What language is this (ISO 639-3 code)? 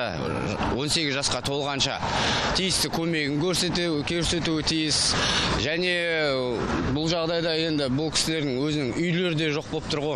kaz